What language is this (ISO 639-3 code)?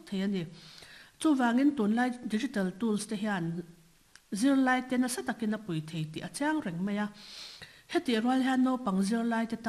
lus